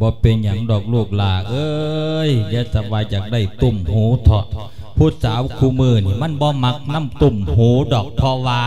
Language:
Lao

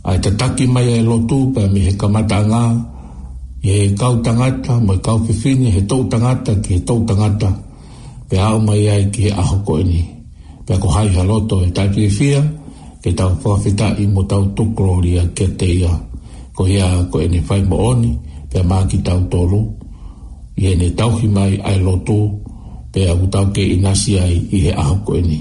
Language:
Tongan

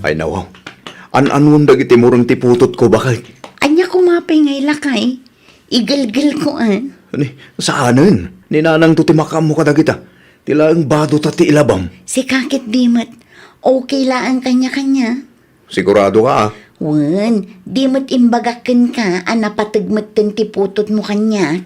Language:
Iloko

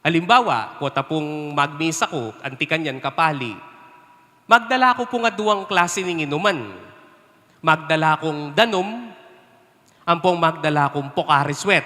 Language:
Pampanga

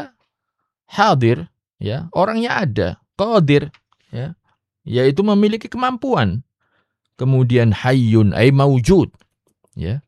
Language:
Indonesian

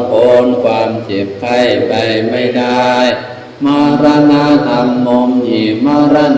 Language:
Pali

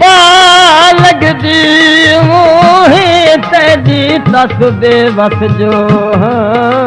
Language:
Saraiki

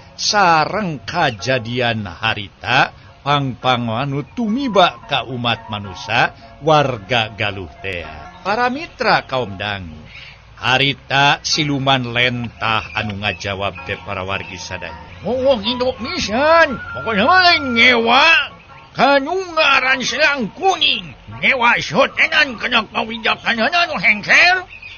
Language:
Sundanese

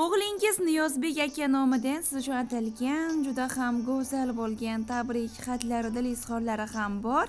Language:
Uzbek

